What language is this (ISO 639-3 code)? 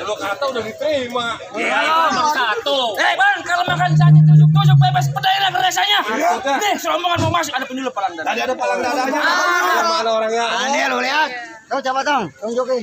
bew